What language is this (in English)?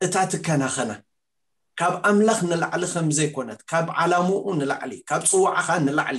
Tigrinya